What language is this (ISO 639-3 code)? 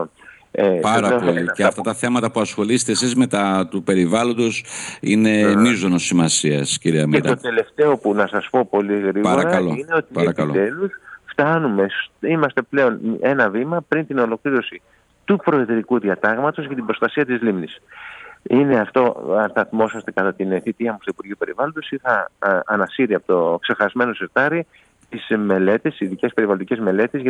ell